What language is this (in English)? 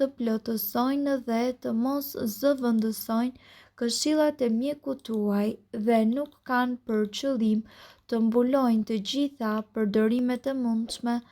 Albanian